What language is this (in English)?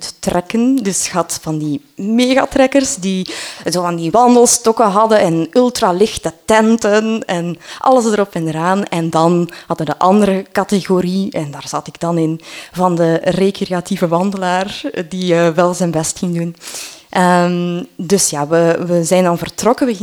Dutch